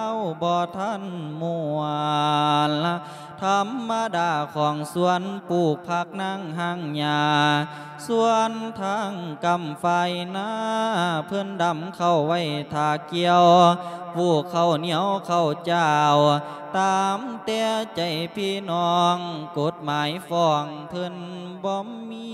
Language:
Lao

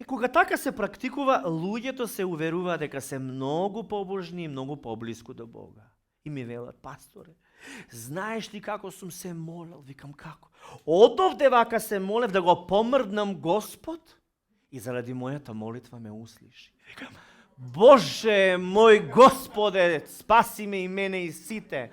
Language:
Macedonian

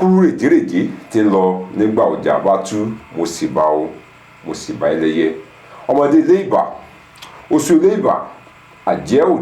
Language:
Yoruba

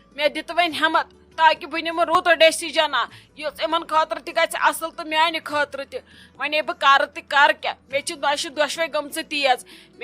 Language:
Kashmiri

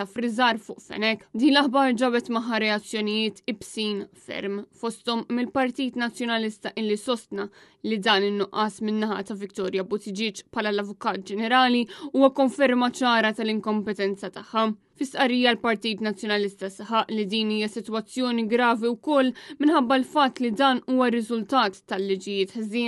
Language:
Maltese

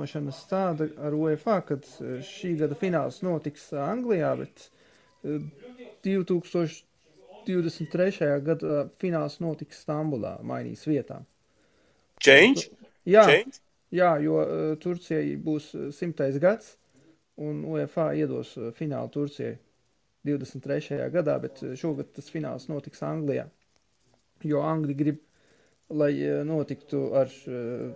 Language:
Latvian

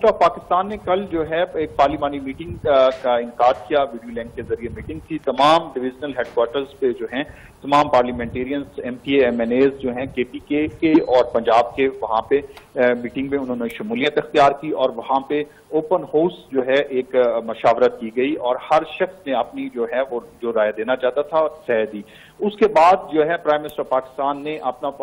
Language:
Urdu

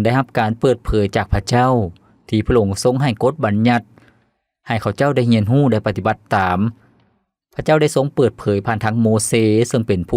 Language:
Lao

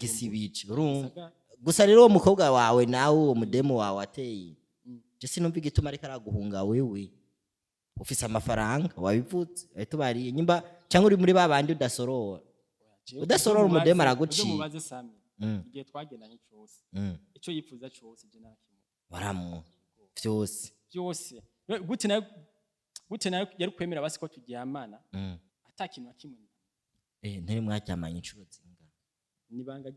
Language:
Rundi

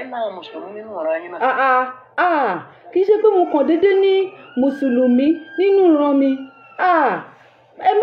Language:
Yoruba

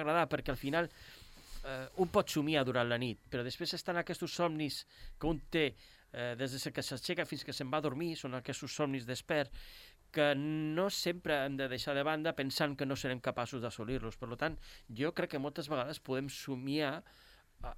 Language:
Catalan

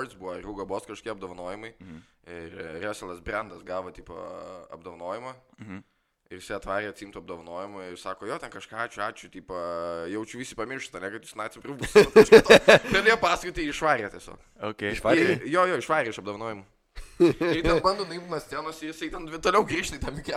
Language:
Lithuanian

